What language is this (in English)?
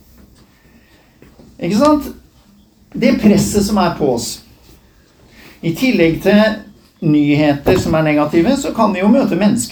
Norwegian